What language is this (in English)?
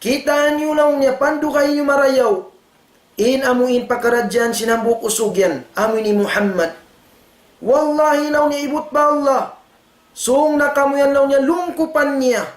Tausug